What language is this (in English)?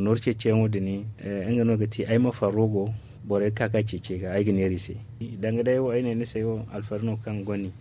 Zarma